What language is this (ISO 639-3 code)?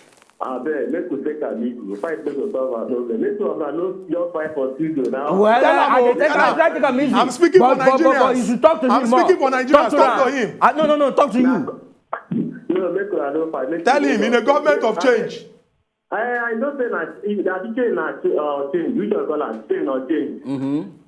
pcm